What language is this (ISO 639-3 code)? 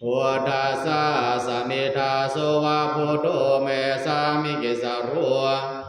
pli